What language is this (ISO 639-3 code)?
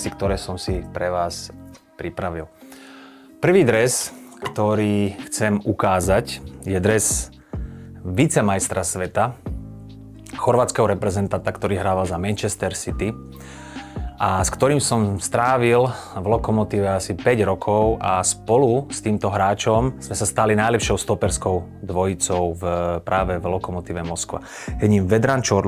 slk